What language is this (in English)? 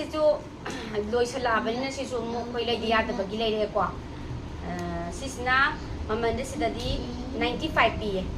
Manipuri